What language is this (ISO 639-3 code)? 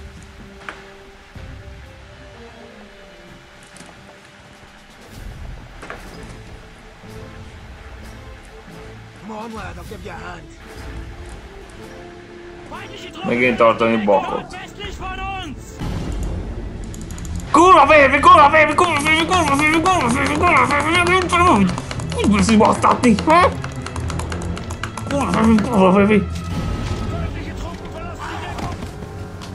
hun